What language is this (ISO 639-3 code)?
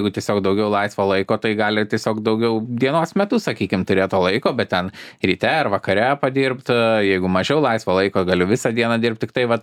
lit